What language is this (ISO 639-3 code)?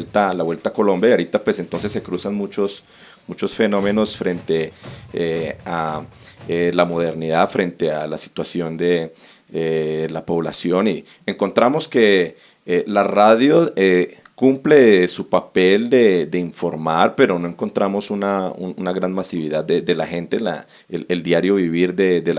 spa